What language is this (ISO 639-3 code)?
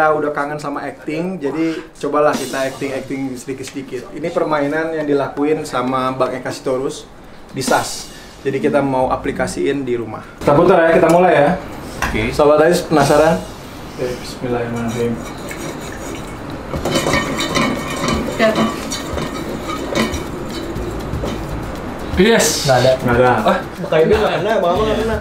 ind